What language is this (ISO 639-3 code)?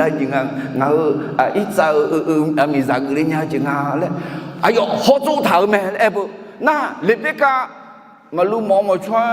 ahk